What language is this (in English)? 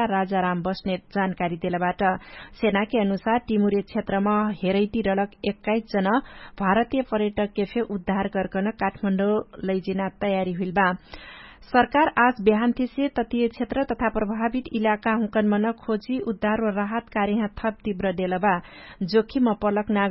Dangaura Tharu